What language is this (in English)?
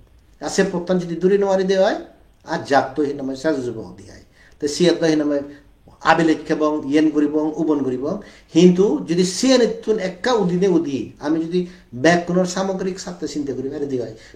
Chakma